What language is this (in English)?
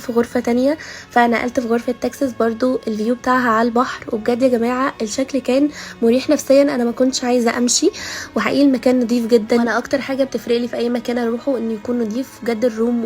Egyptian Arabic